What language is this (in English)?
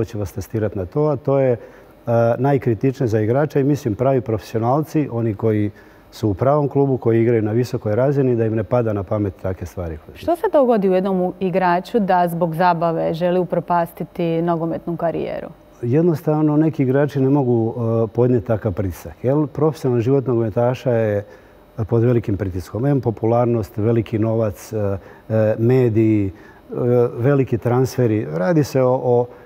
Croatian